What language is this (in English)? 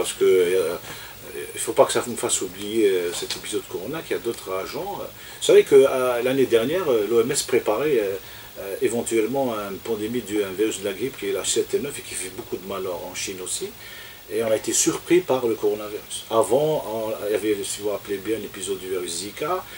French